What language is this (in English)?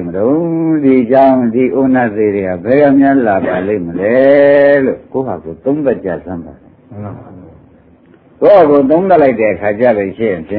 Burmese